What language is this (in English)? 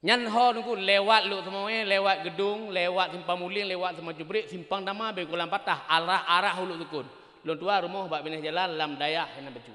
Achinese